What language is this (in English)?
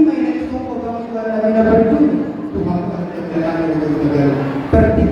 Batak Toba